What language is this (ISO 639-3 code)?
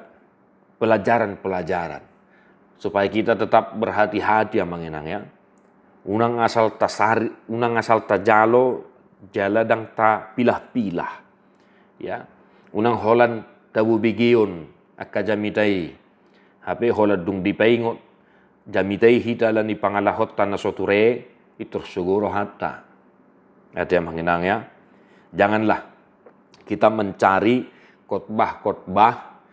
bbc